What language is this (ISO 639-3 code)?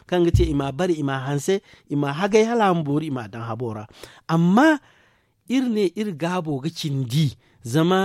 dje